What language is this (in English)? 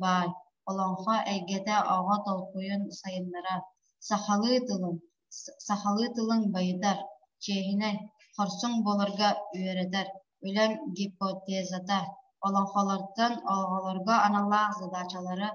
Yakut